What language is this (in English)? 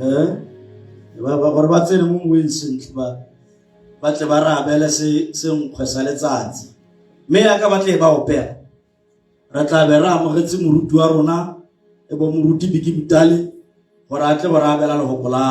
Tswana